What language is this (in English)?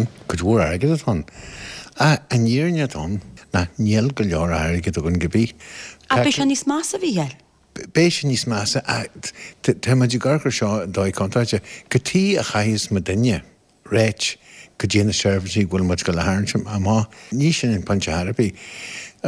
Irish